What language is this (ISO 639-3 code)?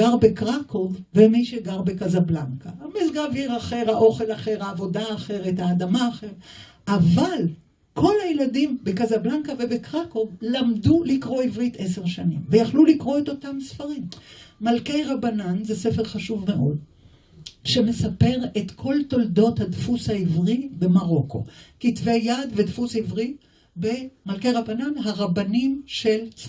heb